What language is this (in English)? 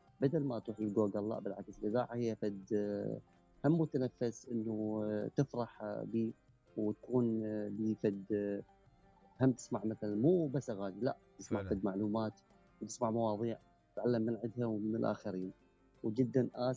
Mesopotamian Arabic